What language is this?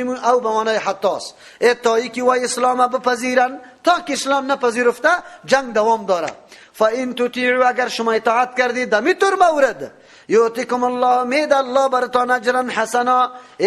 Persian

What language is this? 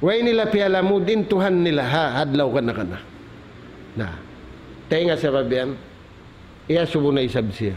Tausug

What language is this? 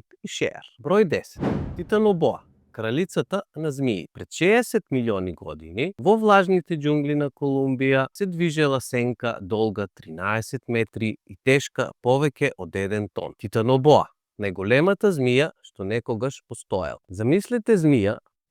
Macedonian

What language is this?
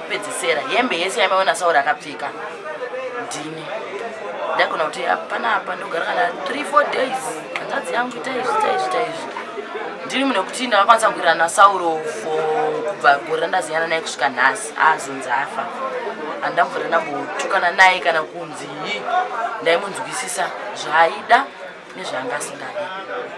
Shona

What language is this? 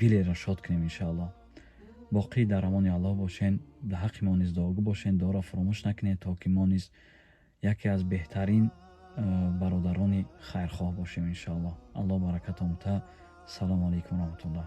Tajik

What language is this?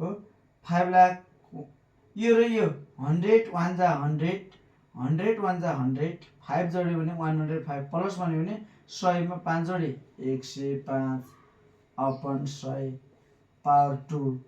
Nepali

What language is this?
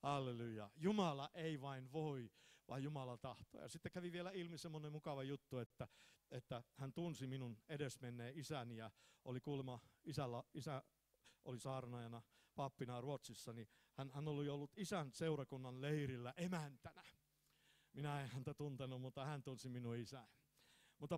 Finnish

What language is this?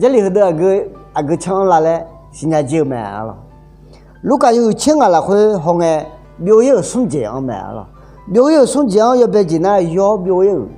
Akha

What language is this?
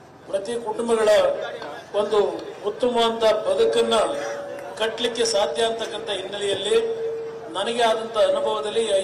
Kannada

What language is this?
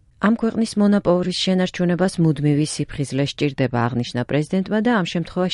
Georgian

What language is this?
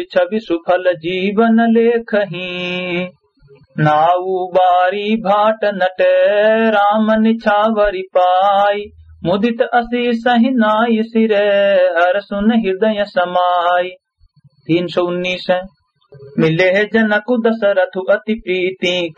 Awadhi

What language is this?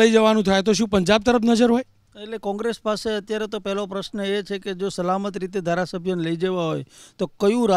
Gujarati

